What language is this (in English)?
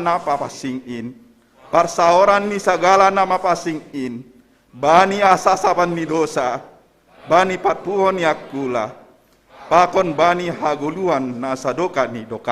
Batak Simalungun